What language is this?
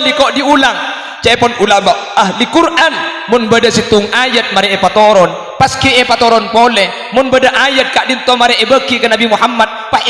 Madurese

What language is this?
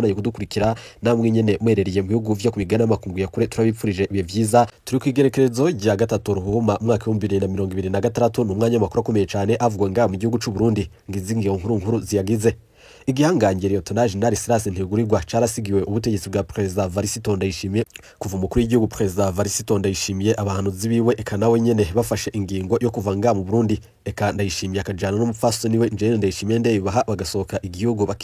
Rundi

